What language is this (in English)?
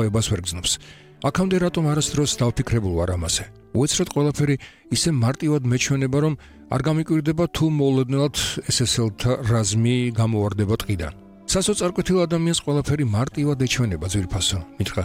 Georgian